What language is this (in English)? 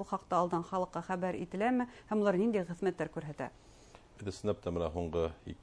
Bashkir